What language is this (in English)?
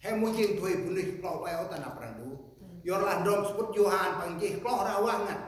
Central Mnong